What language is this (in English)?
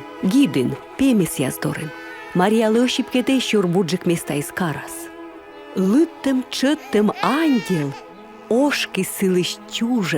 Komi